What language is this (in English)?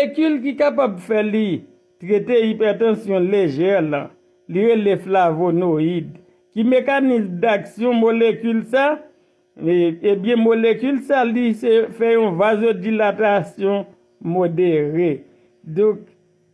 Haitian Creole